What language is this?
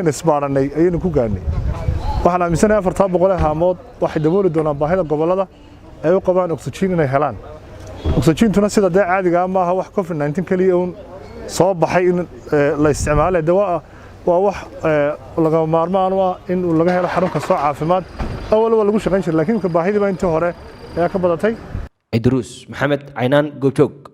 Somali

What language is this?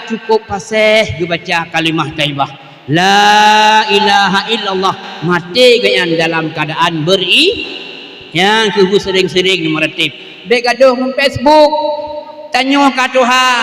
Achinese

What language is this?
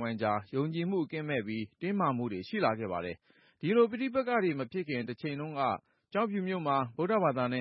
Burmese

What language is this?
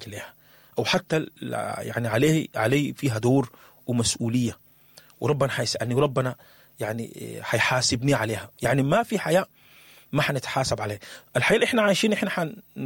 Sudanese Arabic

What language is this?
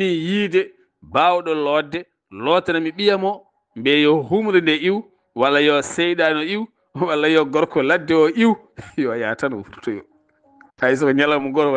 Fula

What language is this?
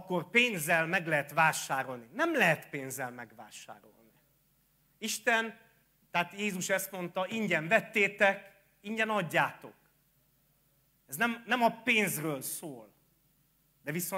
Hungarian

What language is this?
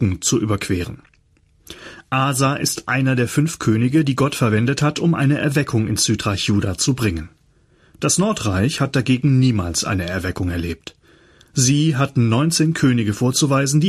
German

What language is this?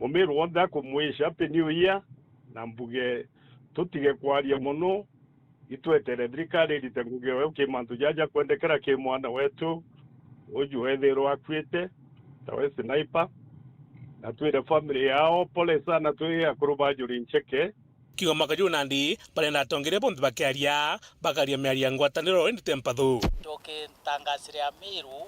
Meru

